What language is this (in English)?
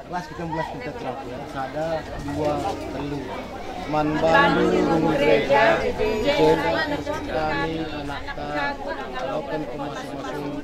Batak Karo